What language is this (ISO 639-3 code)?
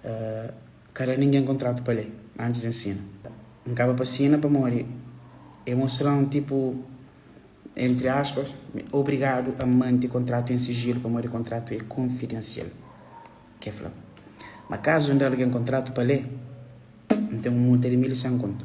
kea